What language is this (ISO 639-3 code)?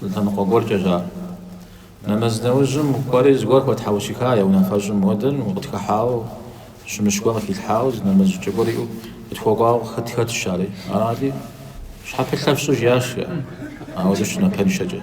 kbd